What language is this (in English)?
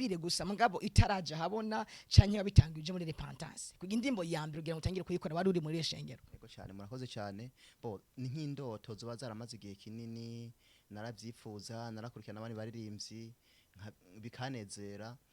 Rundi